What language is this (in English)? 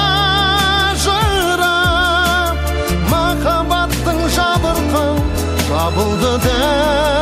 Kazakh